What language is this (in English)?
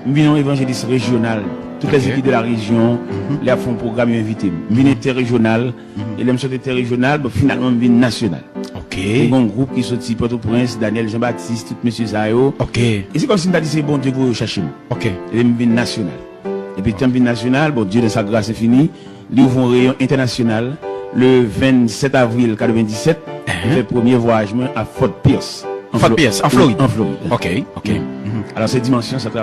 Haitian Creole